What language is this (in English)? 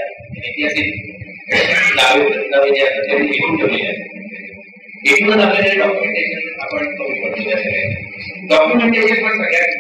Marathi